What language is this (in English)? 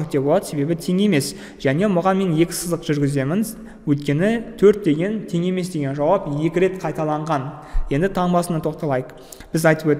Kazakh